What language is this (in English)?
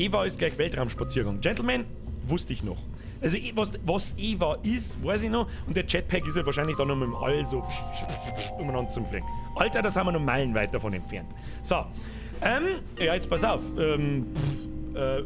Bavarian